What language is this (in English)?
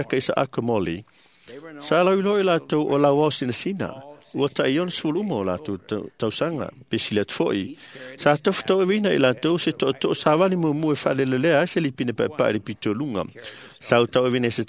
Samoan